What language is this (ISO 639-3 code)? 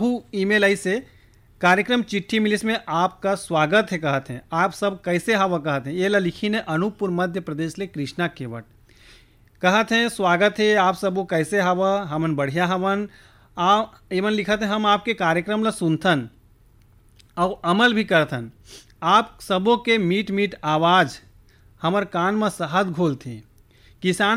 hne